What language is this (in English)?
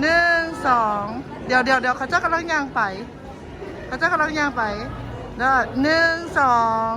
Lao